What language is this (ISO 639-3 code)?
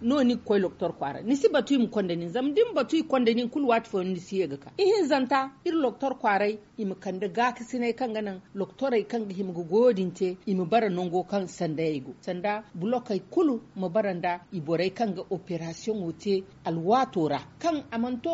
dje